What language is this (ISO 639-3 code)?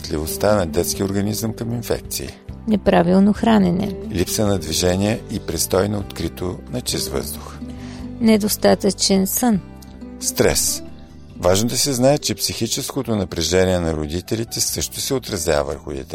bul